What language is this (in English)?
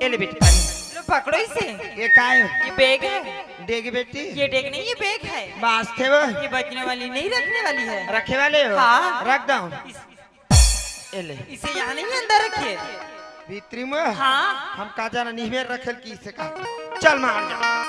Chhattisgarhi